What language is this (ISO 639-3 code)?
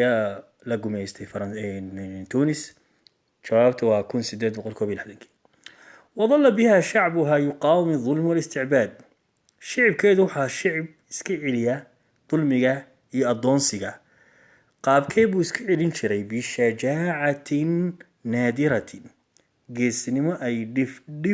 som